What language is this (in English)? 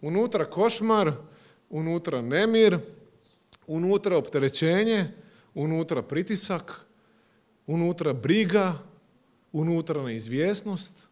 Croatian